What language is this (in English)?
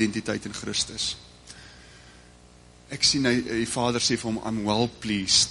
Afrikaans